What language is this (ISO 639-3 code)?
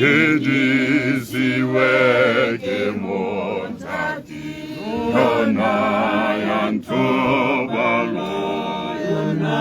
tsn